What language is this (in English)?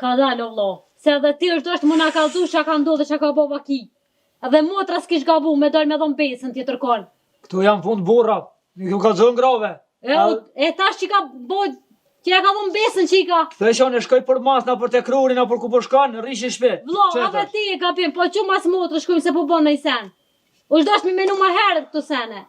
Albanian